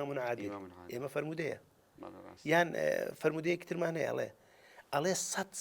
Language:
Central Kurdish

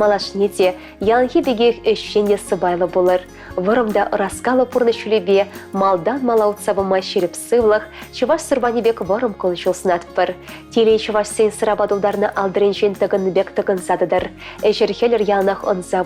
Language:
Chuvash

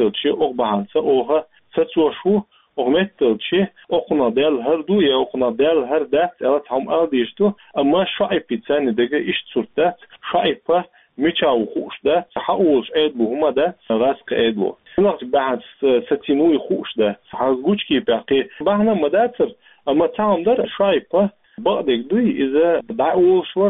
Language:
Chechen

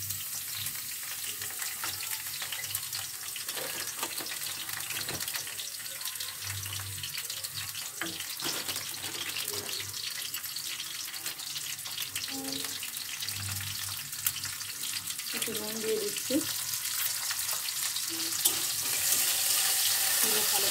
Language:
Bangla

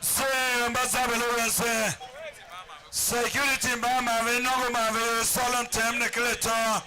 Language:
Tiv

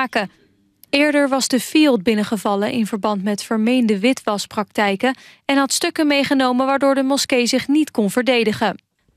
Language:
Dutch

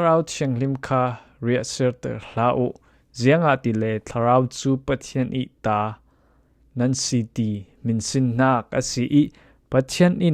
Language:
Falam Chin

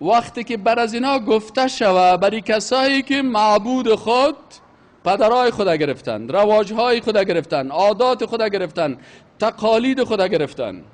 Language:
Persian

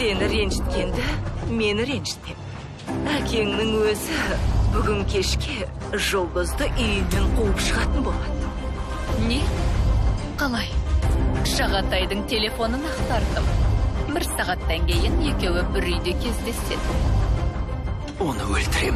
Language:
Kazakh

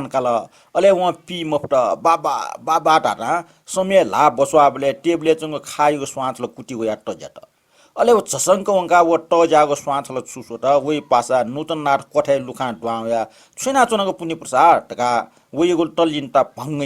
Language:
Newari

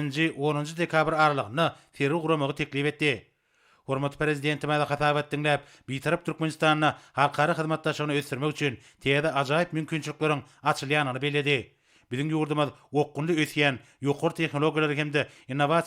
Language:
Turkmen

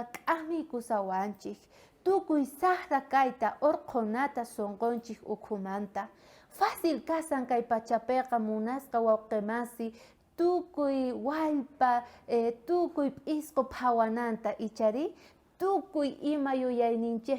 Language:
South Bolivian Quechua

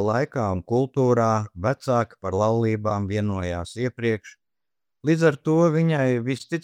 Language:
Latvian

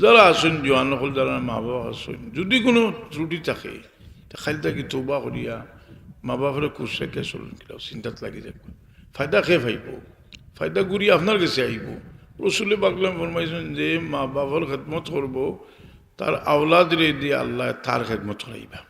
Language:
Sylheti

